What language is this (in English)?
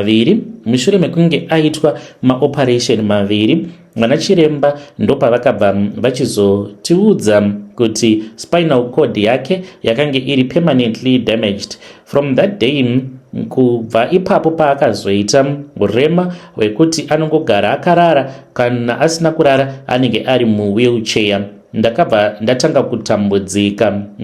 Shona